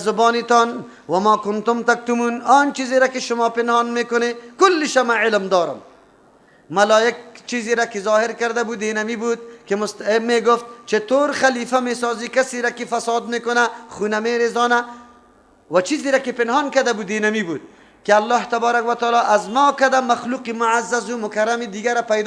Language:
Persian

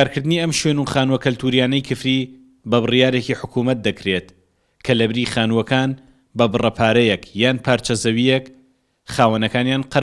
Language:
Central Kurdish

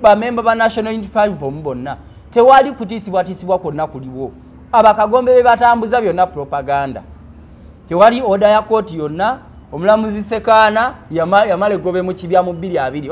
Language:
Ganda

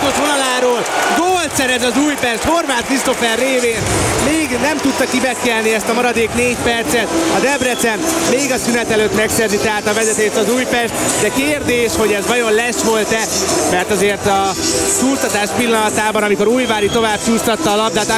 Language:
Hungarian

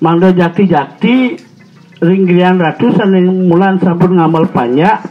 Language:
Balinese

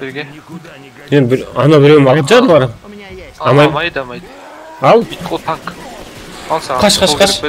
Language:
Kara-Kalpak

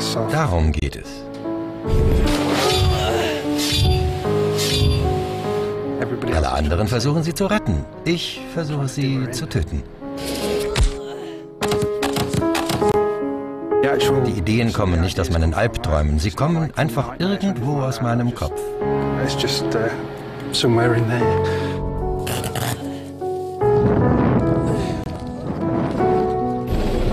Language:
German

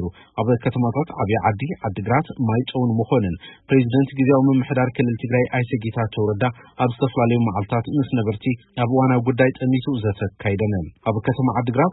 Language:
Tigrinya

